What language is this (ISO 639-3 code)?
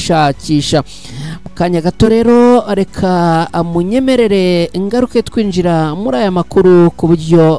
kin